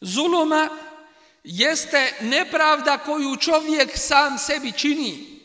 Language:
Bosnian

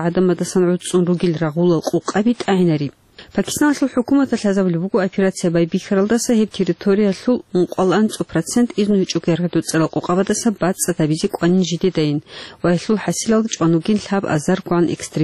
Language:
Avaric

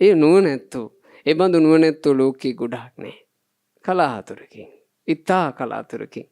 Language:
Sinhala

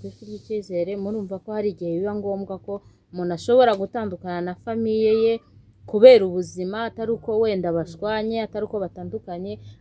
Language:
Kinyarwanda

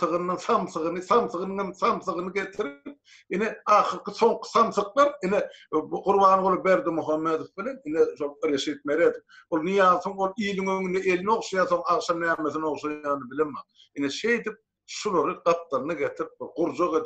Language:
Turkmen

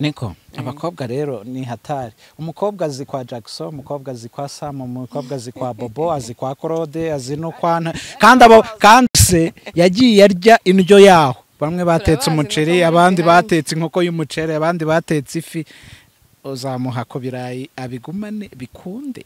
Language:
Kinyarwanda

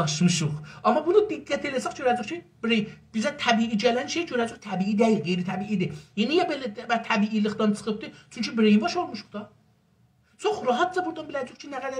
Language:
South Azerbaijani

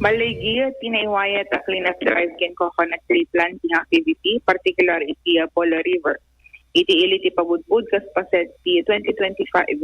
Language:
Iloko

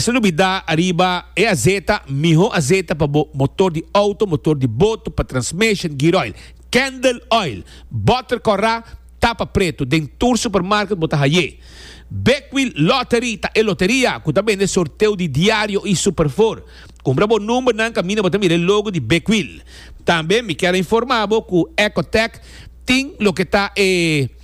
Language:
Papiamento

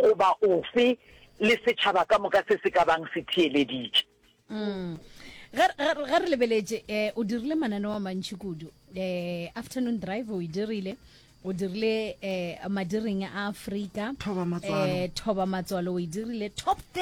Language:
Northern Sotho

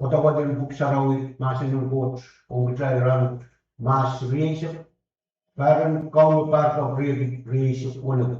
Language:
Pohnpeian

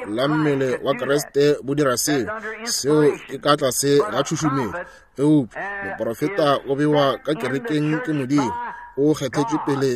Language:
Northern Sotho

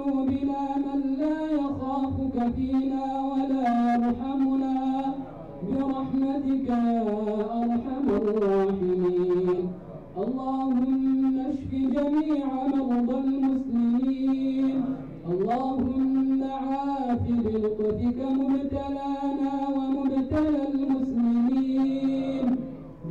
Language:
Arabic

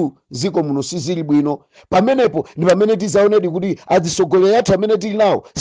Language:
Nyanja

